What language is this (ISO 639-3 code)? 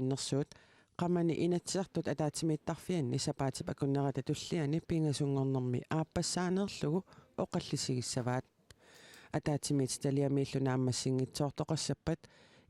kal